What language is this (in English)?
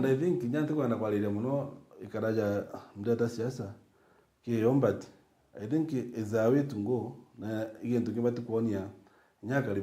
Meru